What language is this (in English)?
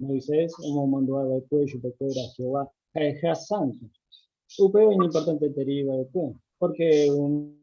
Guarani